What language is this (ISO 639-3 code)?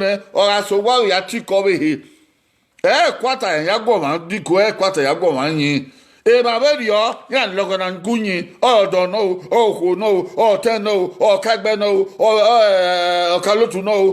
bin